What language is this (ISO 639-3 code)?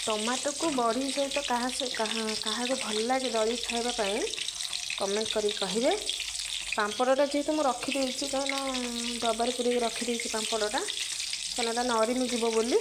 ori